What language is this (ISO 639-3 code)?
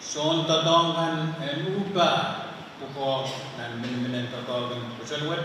pon